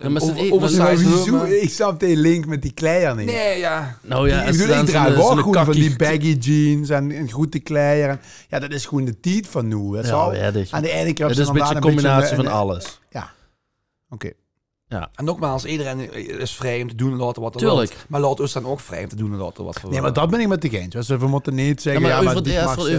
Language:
Limburgish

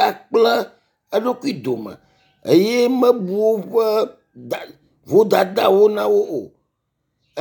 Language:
Ewe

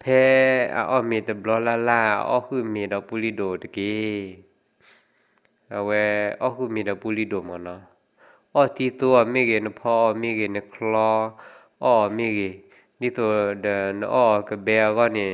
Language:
S'gaw Karen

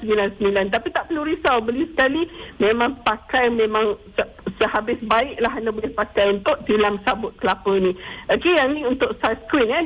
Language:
Malay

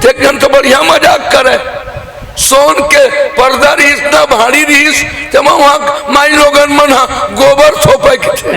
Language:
Chhattisgarhi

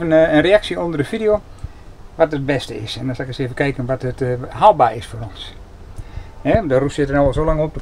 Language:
Dutch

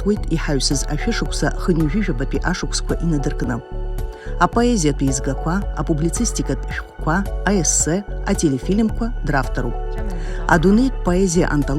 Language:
Abkhazian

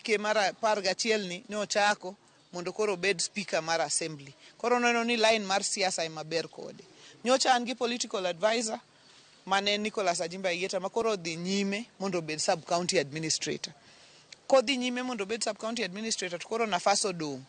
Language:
Luo (Kenya and Tanzania)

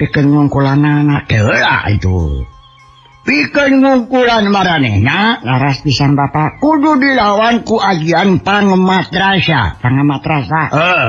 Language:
Sundanese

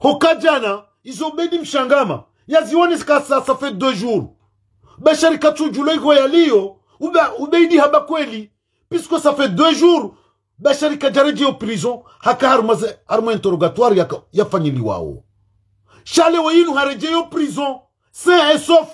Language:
Ngazidja Comorian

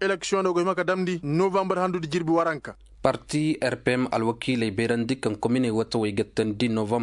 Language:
Koyraboro Senni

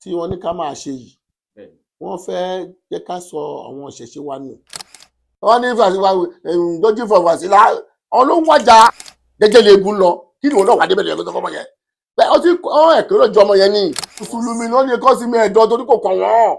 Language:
Yoruba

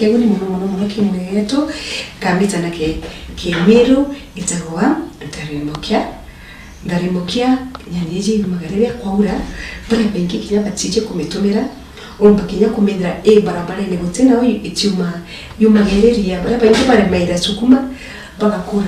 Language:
Meru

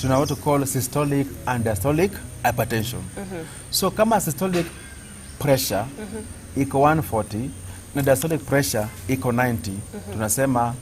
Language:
Gusii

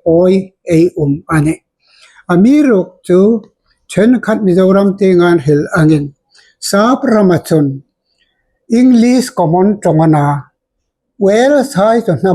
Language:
Hmar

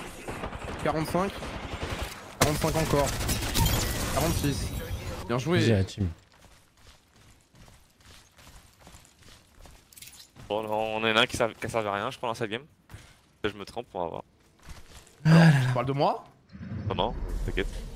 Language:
French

